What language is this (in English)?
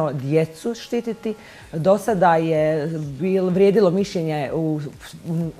Bosnian